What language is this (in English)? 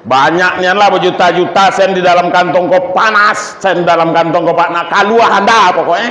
Minangkabau